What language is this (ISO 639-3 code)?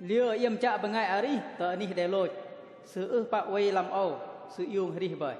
bdq